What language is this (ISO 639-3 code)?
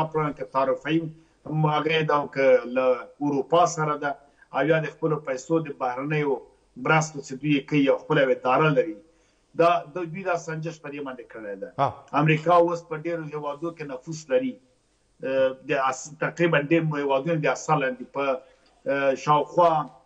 pus